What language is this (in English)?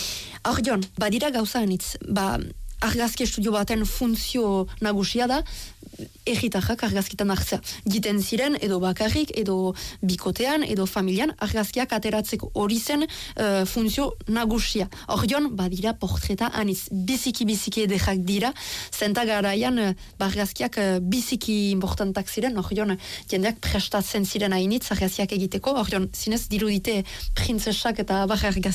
Basque